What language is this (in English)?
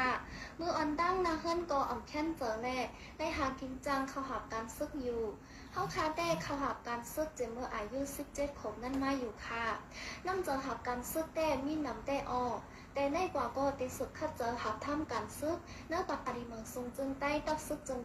Shan